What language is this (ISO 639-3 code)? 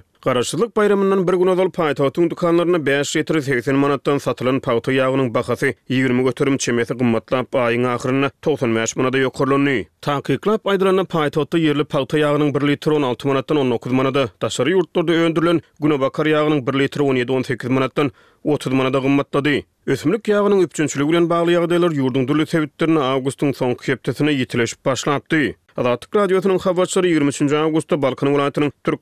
tuk